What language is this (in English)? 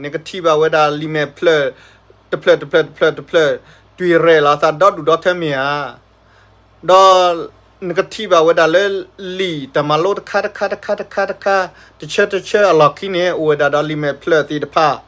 S'gaw Karen